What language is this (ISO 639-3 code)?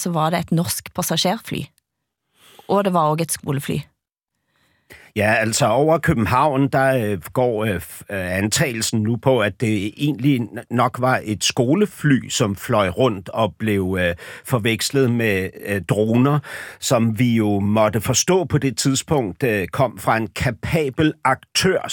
dan